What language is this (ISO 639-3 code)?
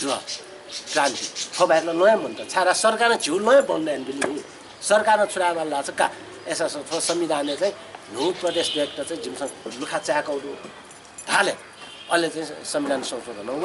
new